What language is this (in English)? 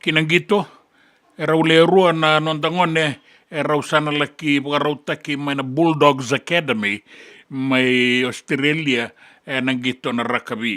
Fijian